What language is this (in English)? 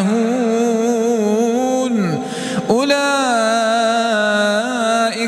Arabic